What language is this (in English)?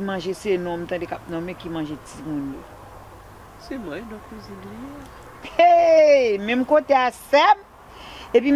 Haitian Creole